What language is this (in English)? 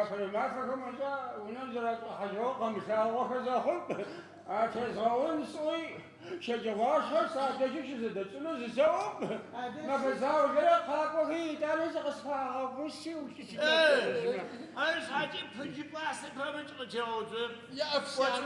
Adyghe